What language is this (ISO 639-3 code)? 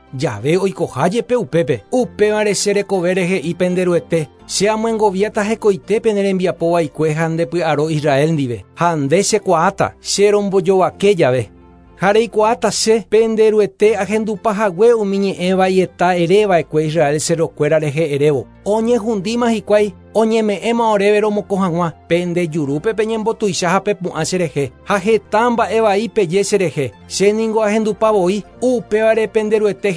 grn